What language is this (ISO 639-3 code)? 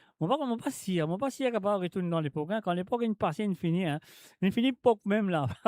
mfe